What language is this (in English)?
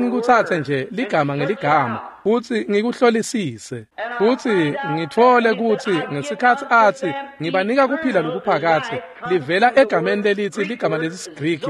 Swati